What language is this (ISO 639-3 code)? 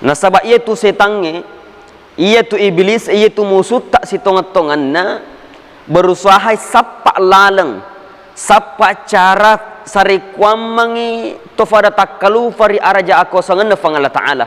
bug